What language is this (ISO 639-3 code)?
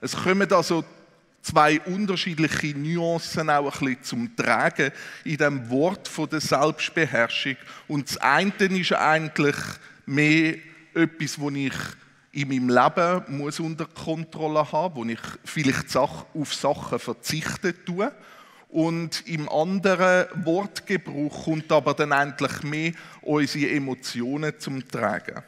gsw